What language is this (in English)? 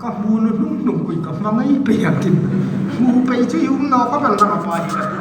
Hmar